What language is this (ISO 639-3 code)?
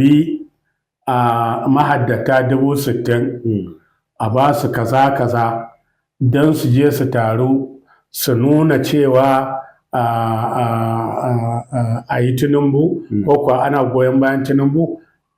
hau